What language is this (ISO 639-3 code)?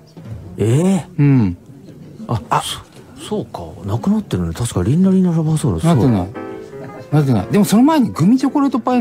jpn